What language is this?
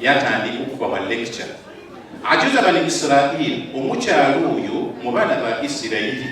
Ganda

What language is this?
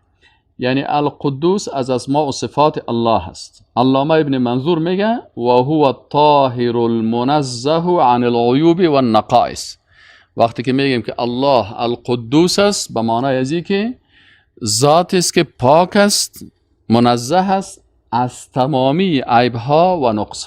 Persian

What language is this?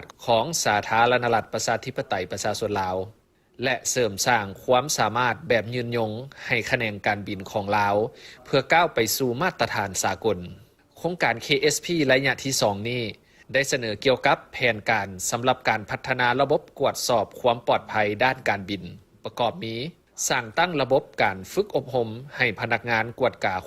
Lao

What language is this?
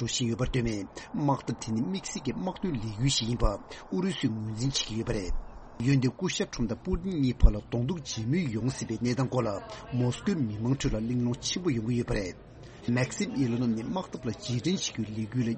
Tibetan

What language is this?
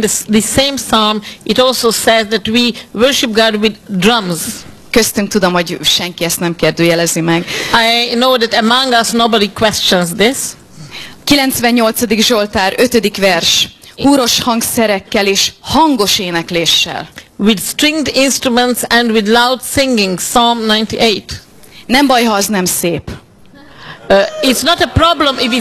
Hungarian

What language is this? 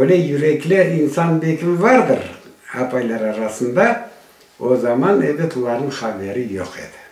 Crimean Tatar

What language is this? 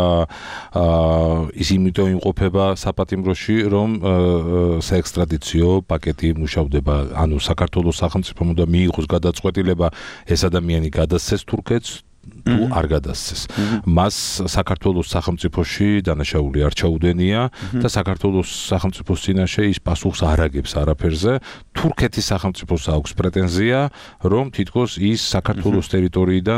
Georgian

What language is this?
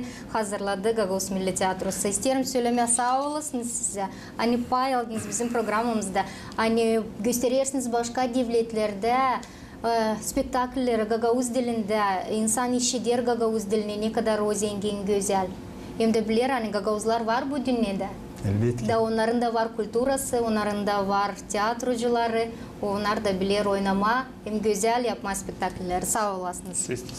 Gagauz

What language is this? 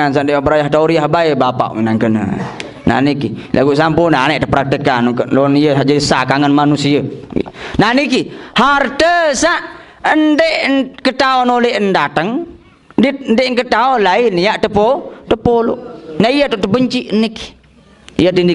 Sasak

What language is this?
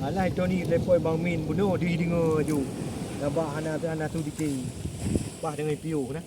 Achinese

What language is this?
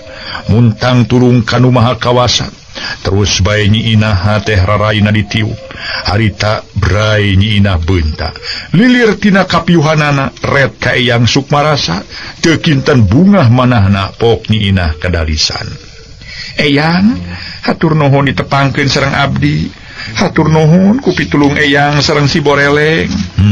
Sundanese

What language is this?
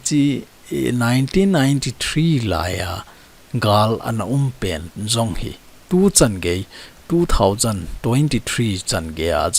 Thado Chin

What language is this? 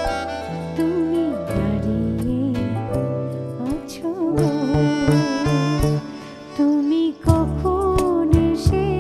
Bangla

